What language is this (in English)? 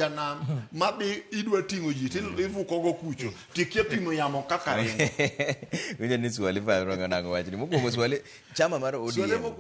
Luo (Kenya and Tanzania)